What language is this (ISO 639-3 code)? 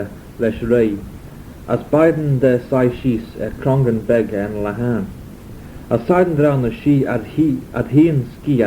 glv